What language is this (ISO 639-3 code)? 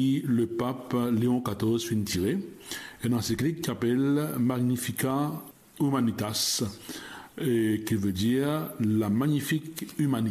mfe